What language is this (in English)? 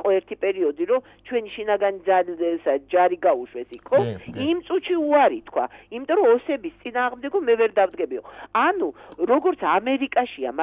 Georgian